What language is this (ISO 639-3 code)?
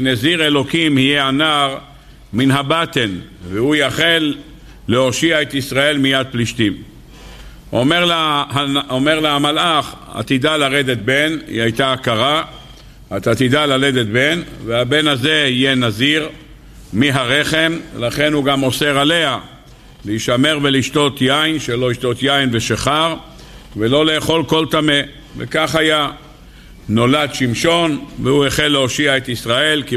heb